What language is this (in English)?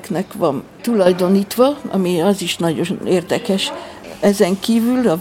Hungarian